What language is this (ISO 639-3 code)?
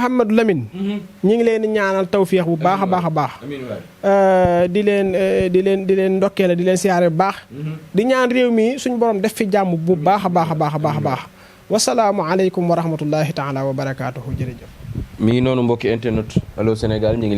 wol